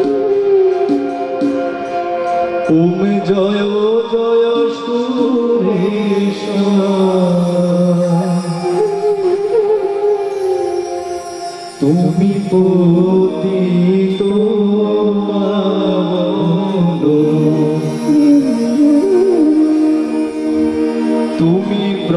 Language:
Bangla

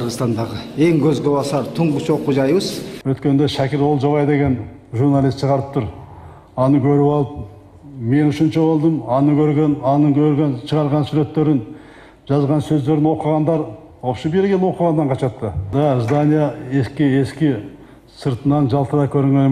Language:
Kyrgyz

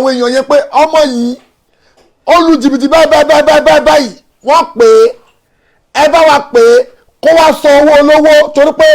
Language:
Yoruba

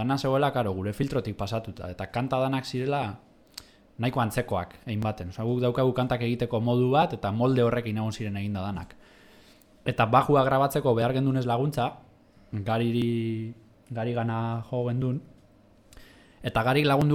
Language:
Basque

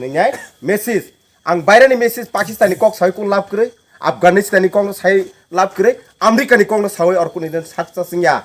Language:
Kok Borok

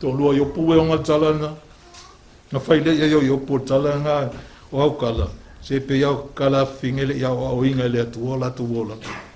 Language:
Samoan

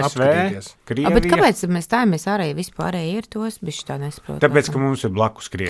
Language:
Latvian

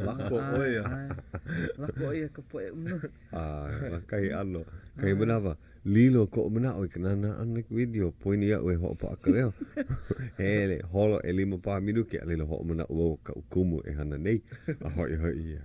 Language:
Hawaiian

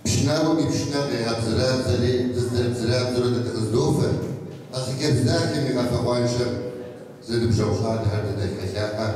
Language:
Kabardian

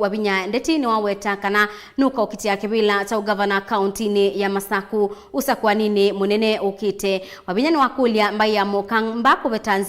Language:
Kamba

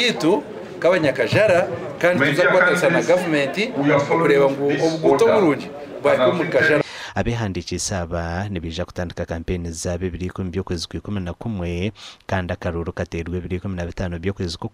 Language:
Nyankole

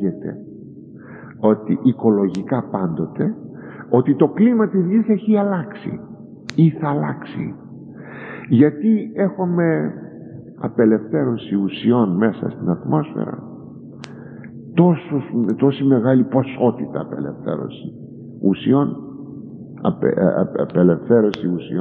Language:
Greek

